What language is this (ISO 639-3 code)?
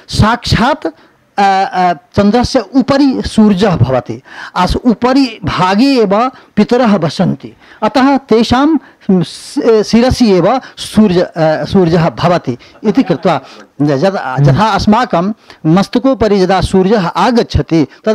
san